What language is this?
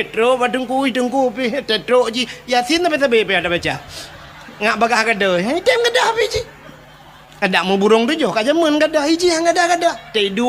Achinese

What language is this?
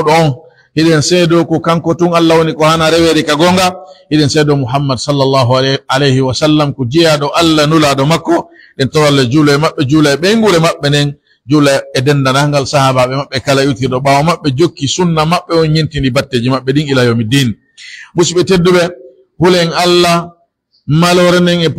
Pular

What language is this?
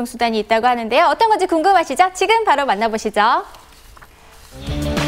Korean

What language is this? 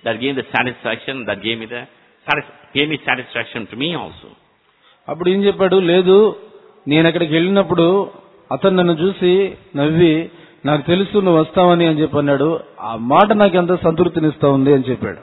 Telugu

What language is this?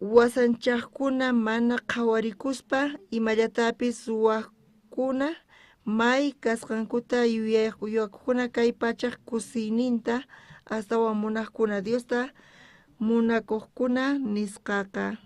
South Bolivian Quechua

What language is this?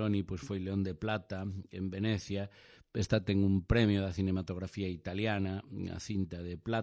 Galician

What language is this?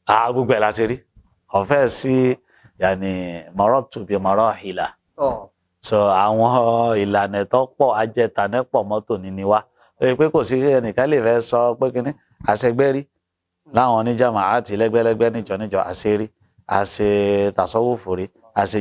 Yoruba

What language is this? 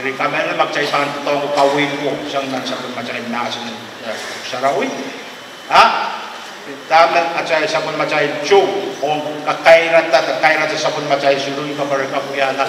Pohnpeian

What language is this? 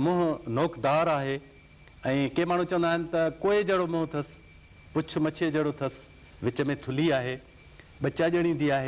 Sindhi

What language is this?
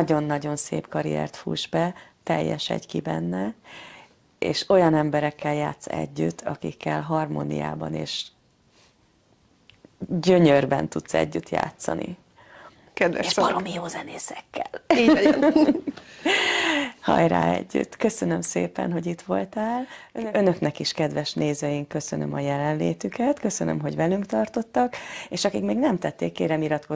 Hungarian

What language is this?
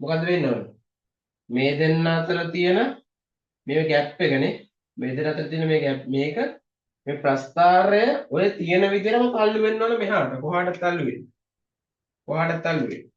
Sinhala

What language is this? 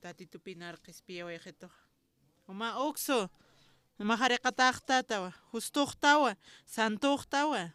Aymara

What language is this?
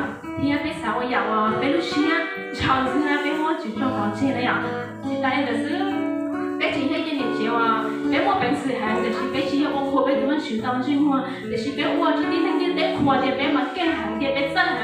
Hmong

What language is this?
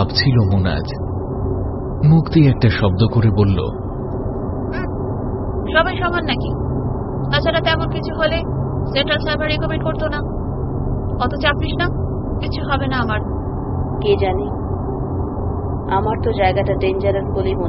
Bangla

